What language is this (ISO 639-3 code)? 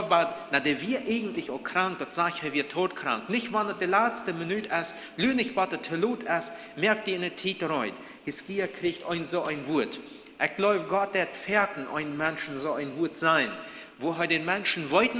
pdt